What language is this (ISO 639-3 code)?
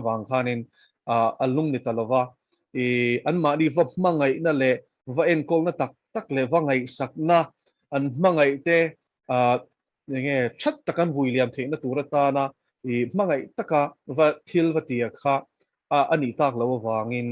lus